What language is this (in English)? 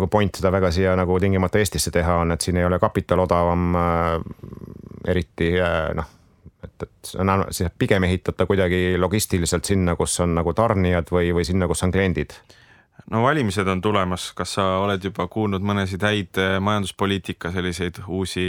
Estonian